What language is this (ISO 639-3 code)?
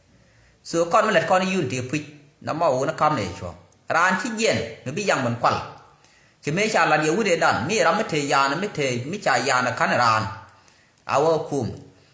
nus